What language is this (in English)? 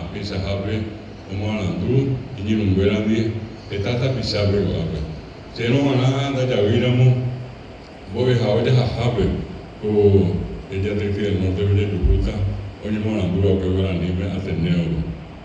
Guarani